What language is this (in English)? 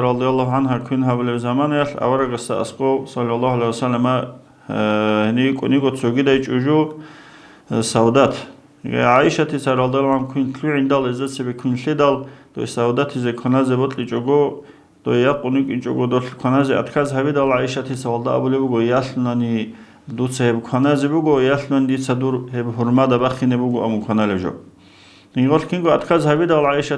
Avaric